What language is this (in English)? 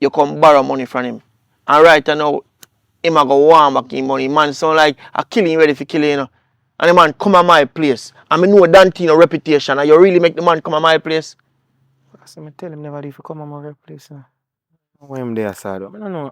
Jamaican Creole English